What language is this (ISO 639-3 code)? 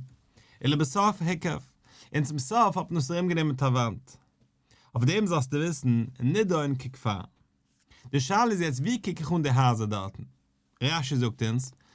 yid